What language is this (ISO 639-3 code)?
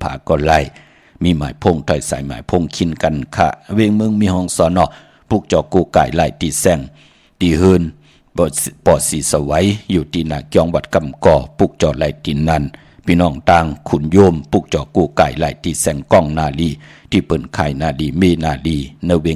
shn